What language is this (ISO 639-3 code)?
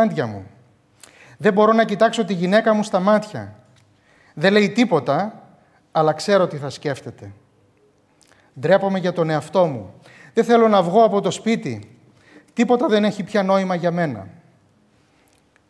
ell